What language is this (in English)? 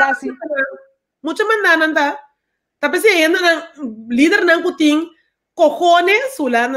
Papiamento